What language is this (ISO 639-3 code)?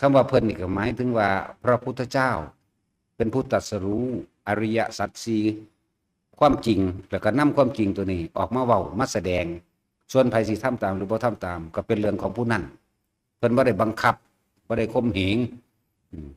tts